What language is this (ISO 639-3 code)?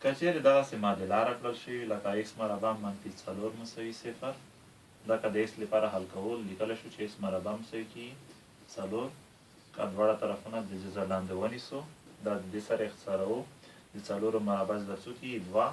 pus